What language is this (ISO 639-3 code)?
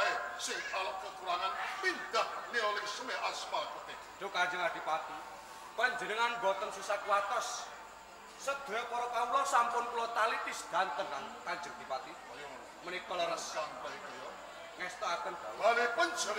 jav